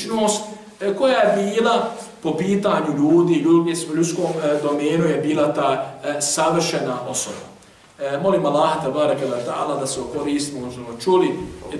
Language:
Bosnian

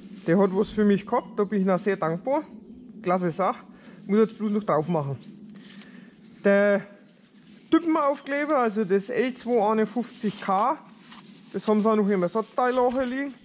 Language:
German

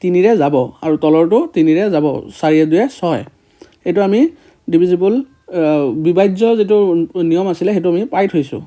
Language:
Assamese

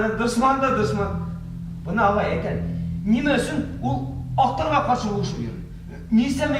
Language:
Bashkir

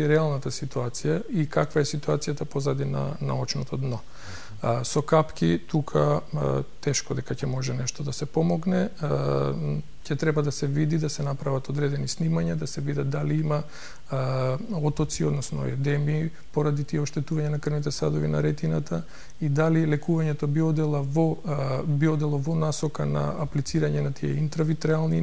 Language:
Macedonian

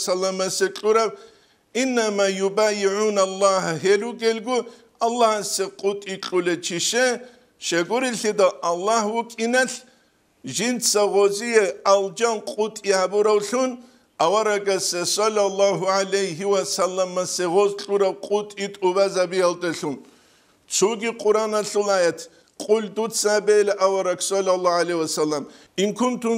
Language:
Avaric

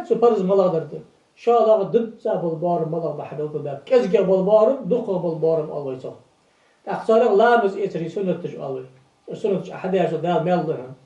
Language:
Ingush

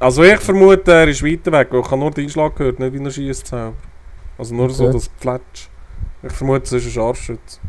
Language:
Swiss German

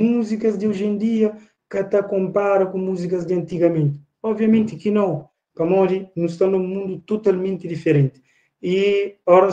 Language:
Kabuverdianu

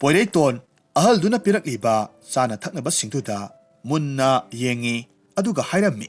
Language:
Manipuri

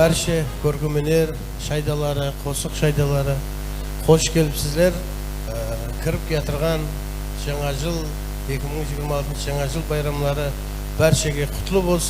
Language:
Kara-Kalpak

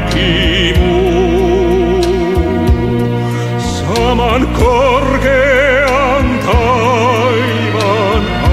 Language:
Finnish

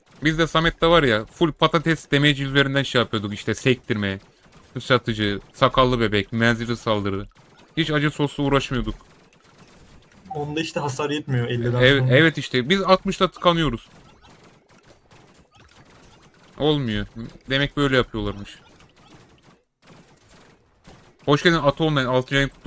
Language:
Turkish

